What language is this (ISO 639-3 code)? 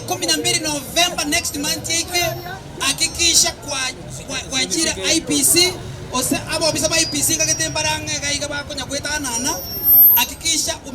guz